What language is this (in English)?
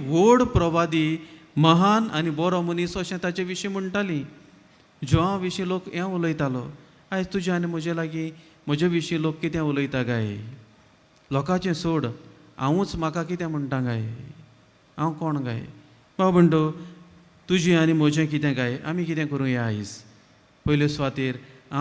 Konkani